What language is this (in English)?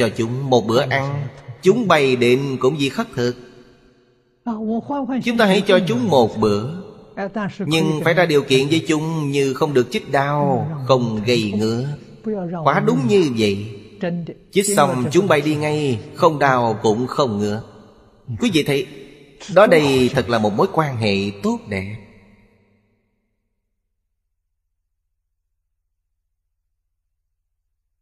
Vietnamese